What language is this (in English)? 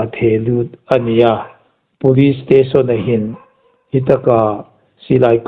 Hmar